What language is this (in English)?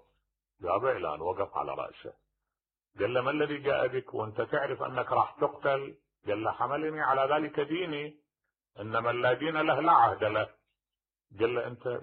Mesopotamian Arabic